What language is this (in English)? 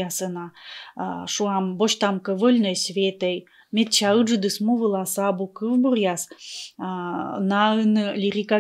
Komi